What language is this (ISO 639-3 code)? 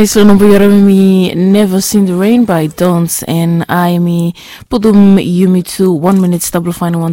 bis